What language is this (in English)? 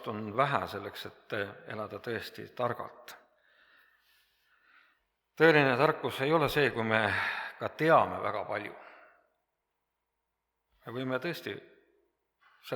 Estonian